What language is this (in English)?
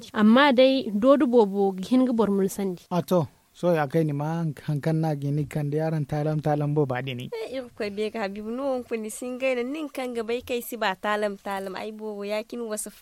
Zarma